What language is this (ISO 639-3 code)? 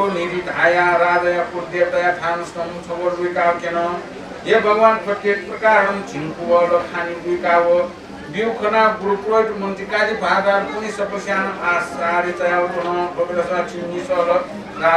new